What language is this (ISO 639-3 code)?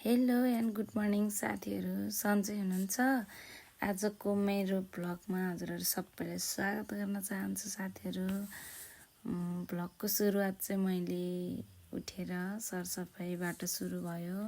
nep